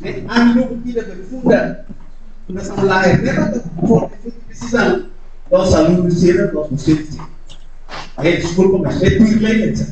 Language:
Tetum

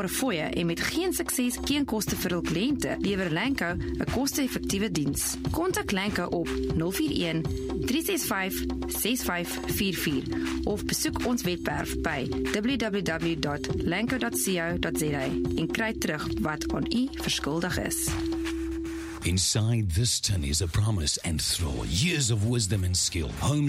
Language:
Afrikaans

